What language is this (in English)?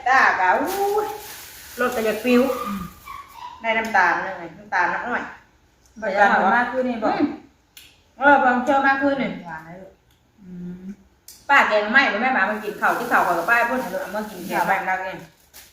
Northeastern Thai